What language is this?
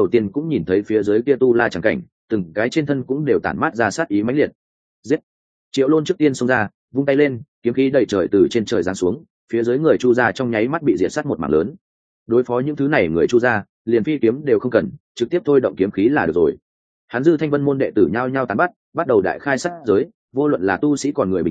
Vietnamese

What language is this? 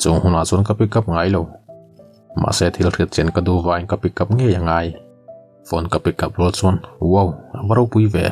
Mizo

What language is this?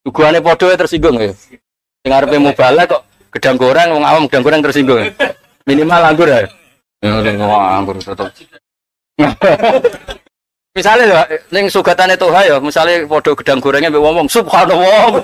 Javanese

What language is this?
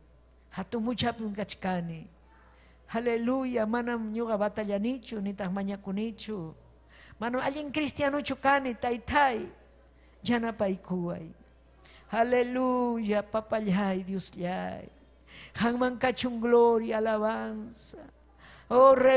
Ayacucho Quechua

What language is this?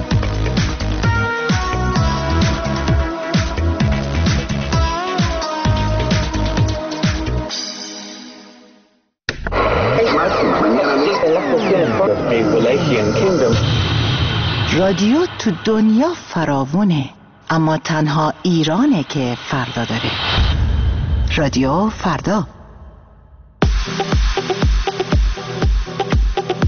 Persian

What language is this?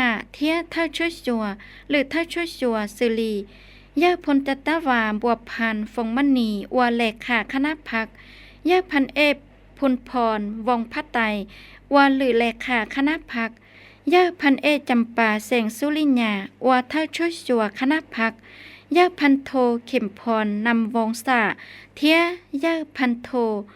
Hmong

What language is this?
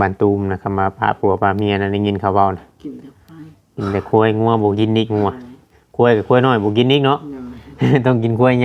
Northeastern Thai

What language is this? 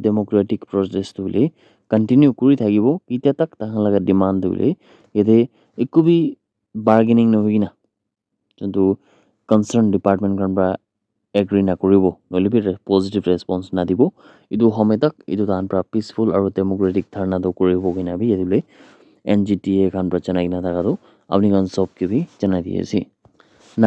Naga Pidgin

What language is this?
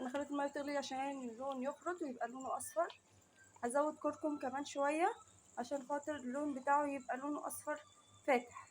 Egyptian Arabic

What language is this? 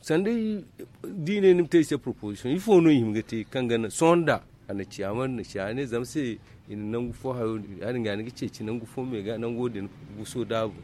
Zarma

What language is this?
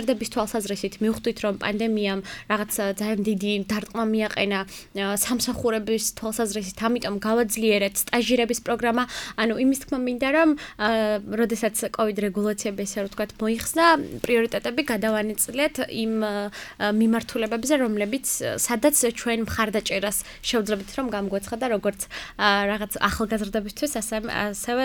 Georgian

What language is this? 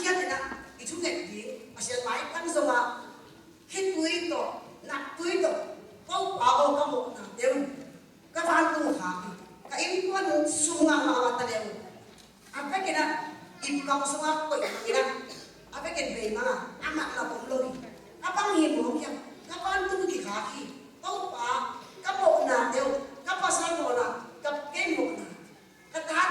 Tedim Chin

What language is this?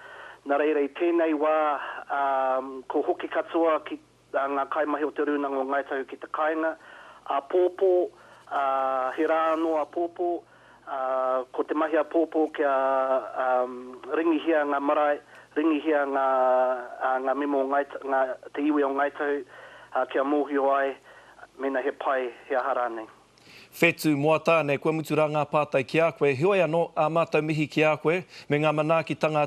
Māori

